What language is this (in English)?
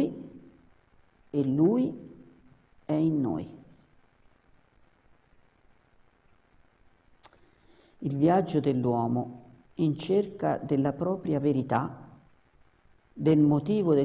Italian